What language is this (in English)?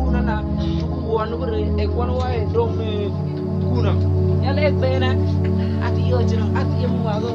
Mabaan